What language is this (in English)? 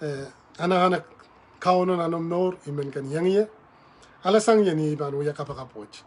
Pohnpeian